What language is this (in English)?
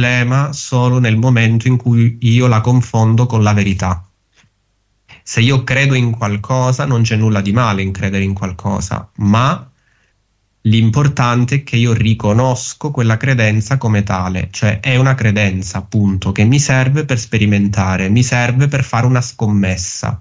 Italian